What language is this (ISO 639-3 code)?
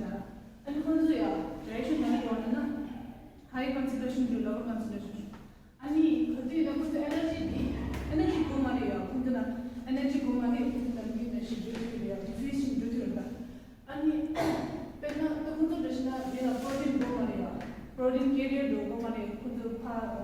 bod